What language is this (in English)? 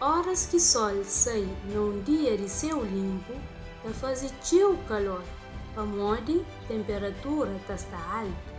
Kabuverdianu